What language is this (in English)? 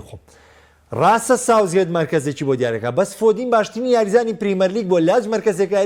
Central Kurdish